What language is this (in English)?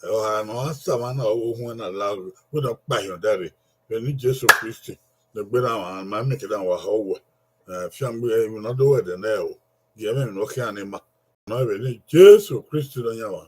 Bini